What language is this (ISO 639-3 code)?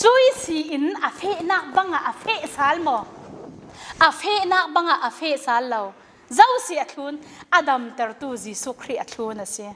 cfm